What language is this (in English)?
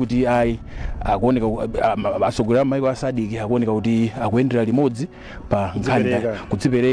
Nyanja